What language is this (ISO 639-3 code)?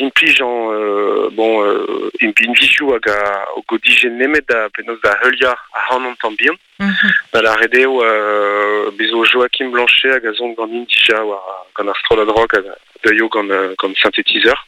bre